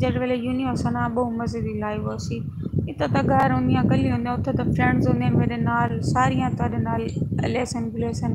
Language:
Saraiki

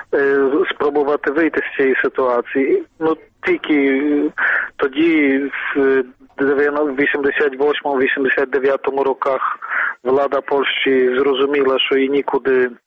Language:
Ukrainian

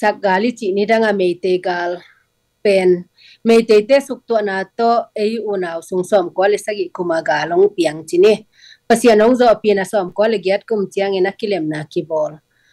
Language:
Tedim Chin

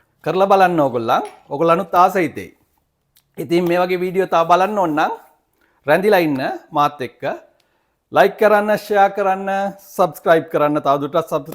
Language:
Sinhala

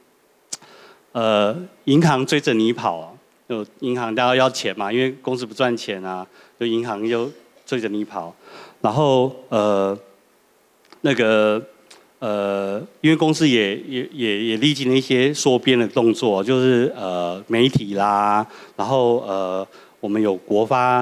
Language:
Chinese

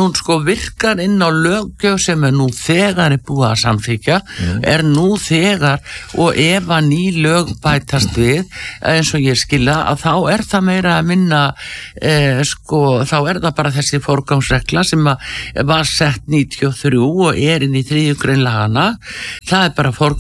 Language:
Icelandic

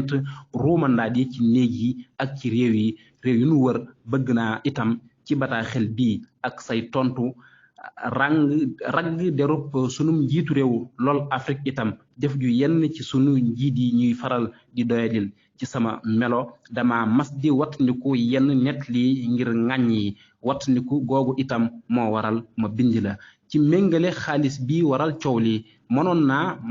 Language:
Wolof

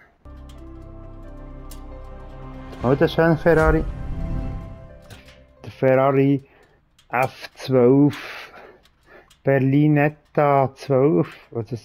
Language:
German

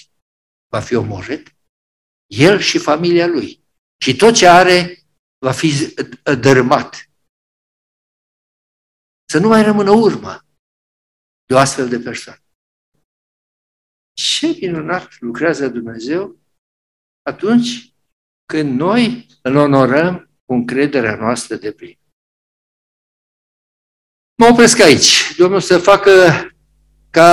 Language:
Romanian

